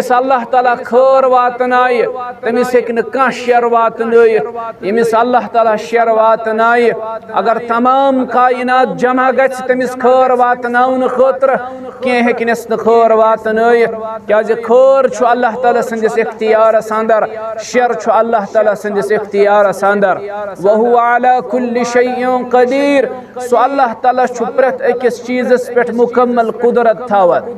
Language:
Kashmiri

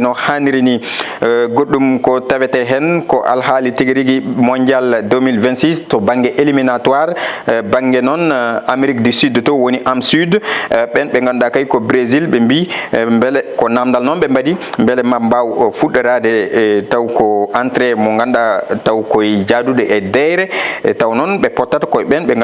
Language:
Fula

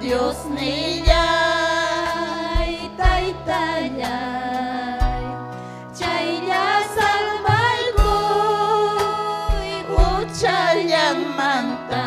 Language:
Ayacucho Quechua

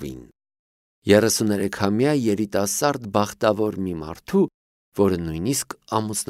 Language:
Armenian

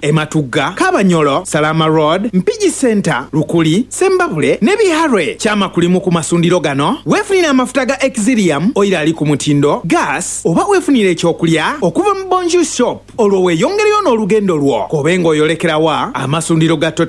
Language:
Ganda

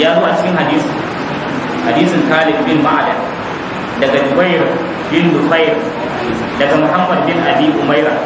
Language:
Hausa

